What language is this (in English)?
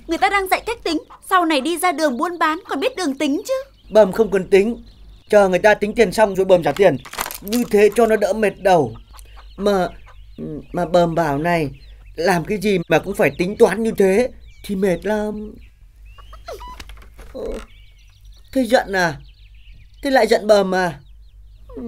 Vietnamese